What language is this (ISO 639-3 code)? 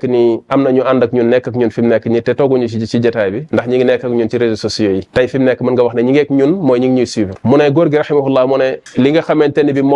wol